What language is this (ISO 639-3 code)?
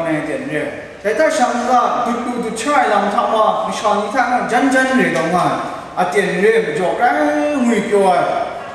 kac